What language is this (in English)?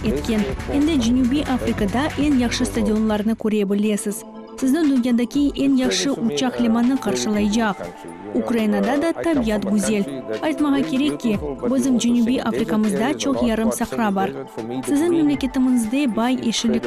Crimean Tatar